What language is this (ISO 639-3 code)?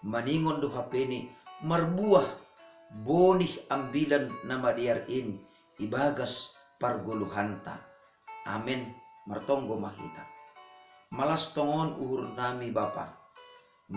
bts